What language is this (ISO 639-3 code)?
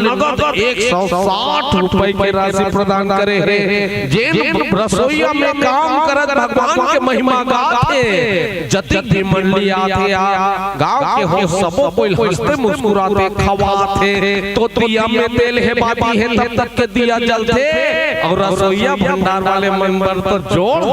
hne